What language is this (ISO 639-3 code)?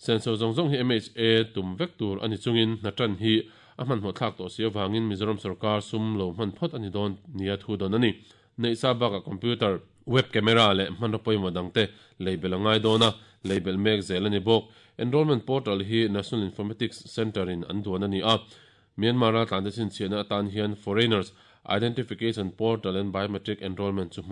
lus